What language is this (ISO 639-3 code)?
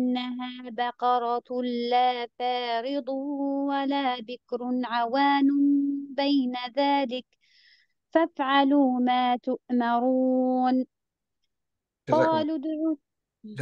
ara